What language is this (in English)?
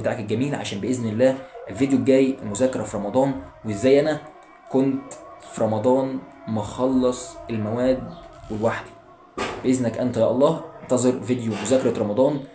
Egyptian Arabic